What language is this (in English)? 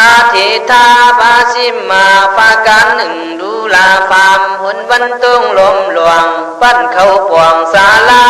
Khün